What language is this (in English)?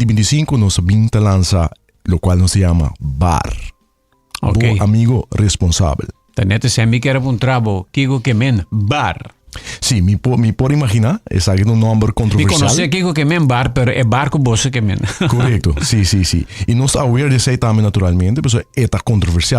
Papiamento